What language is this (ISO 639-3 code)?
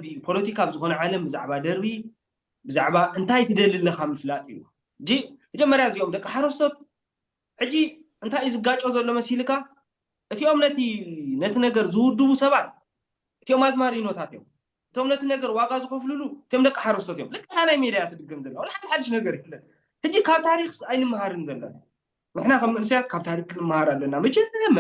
tir